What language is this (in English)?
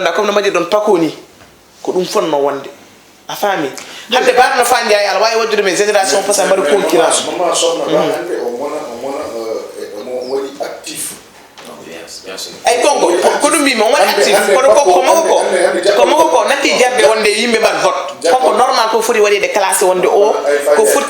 Fula